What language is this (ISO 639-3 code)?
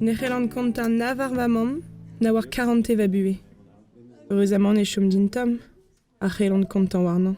bre